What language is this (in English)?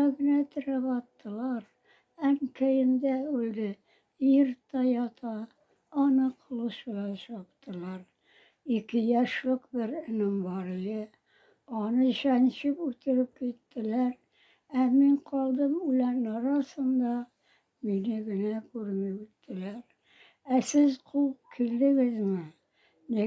Tatar